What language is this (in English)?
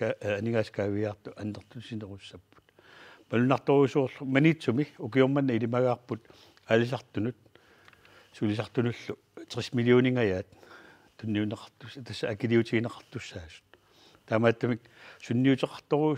Kalaallisut